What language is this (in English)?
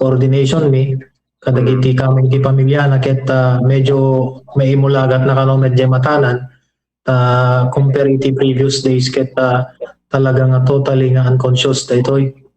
Iloko